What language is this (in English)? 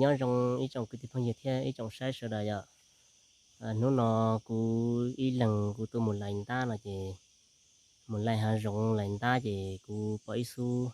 Hmong